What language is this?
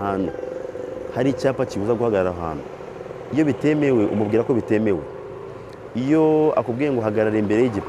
Kinyarwanda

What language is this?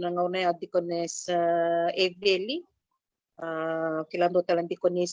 Fijian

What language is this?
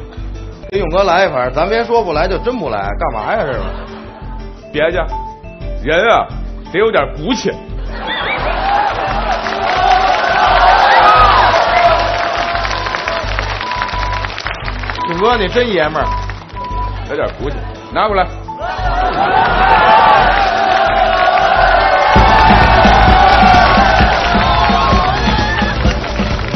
Chinese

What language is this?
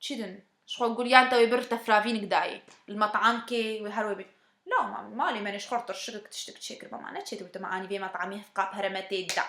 Kurdish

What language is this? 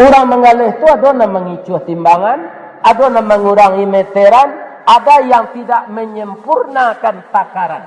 Minangkabau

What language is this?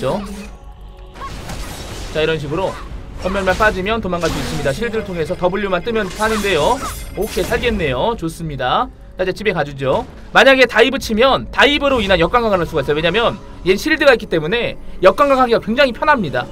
Korean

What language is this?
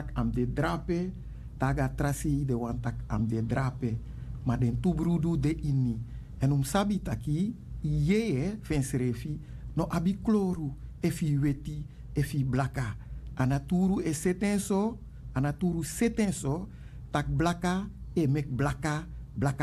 Sranan Tongo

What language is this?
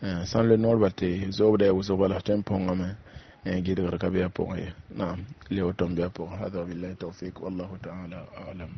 Mossi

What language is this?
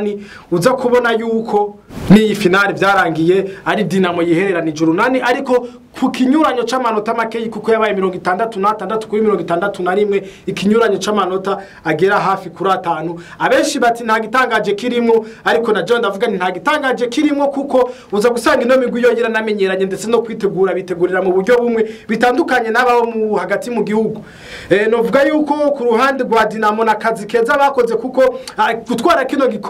Rundi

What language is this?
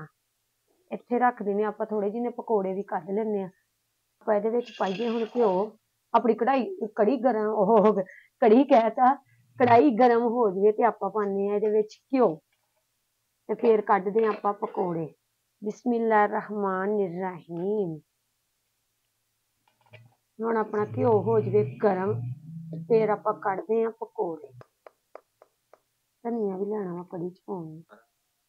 Punjabi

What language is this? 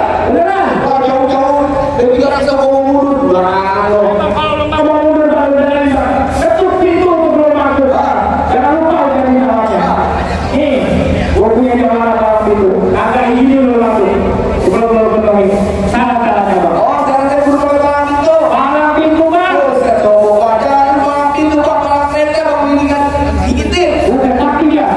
Betawi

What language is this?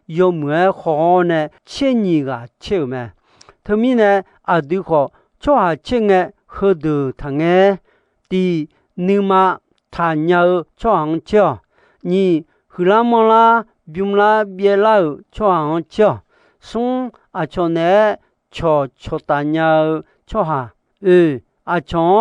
Akha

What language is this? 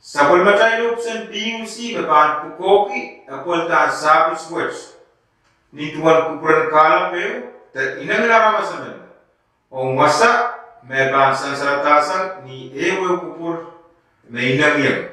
Pohnpeian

